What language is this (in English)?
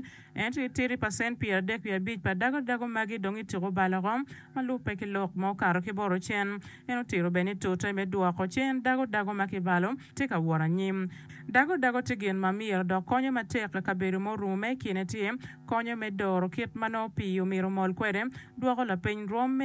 Acoli